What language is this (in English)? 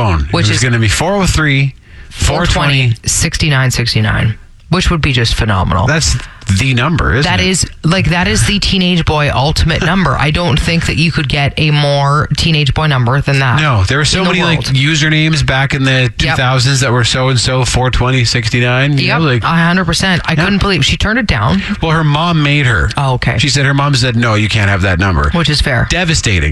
English